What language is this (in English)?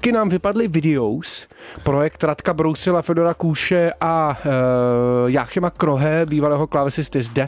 Czech